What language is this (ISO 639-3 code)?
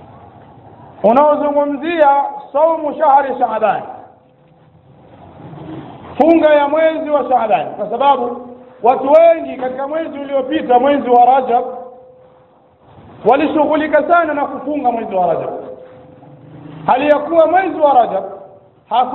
swa